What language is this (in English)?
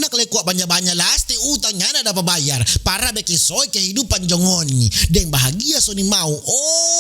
Manado Malay